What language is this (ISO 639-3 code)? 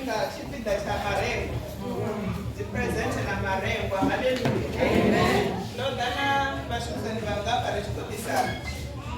ven